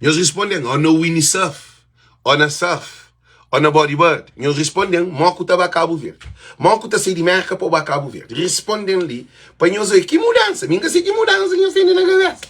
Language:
Kabuverdianu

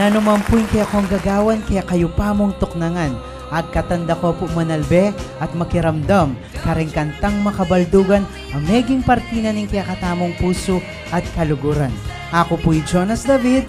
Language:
Pampanga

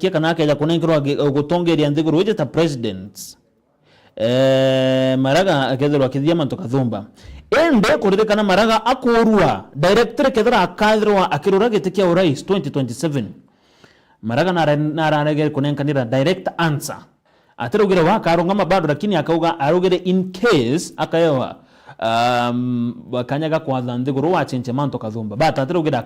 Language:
Meru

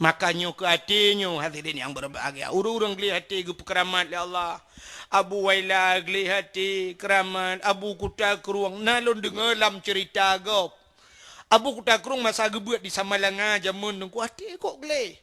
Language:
Achinese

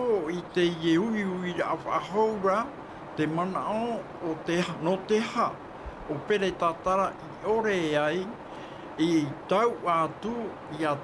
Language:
Tahitian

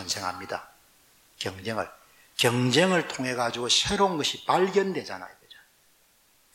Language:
Korean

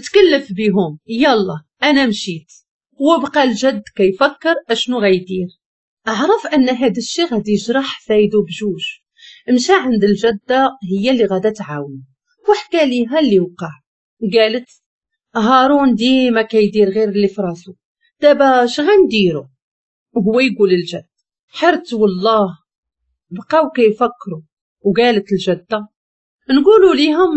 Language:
Moroccan Arabic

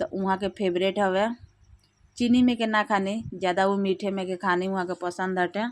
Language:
Bhojpuri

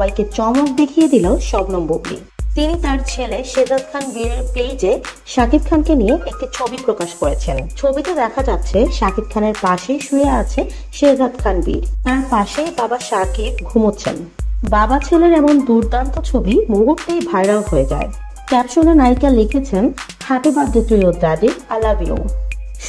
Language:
Bangla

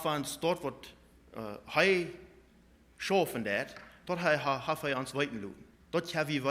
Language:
Plautdietsch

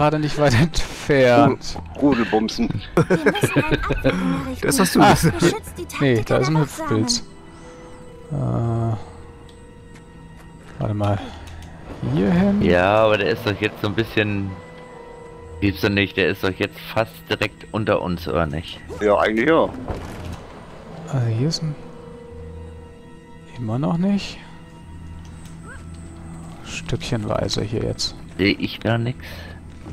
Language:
German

